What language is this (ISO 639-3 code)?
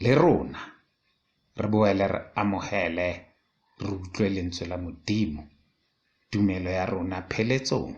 sot